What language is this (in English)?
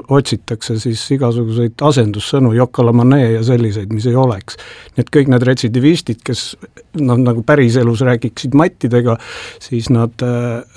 Estonian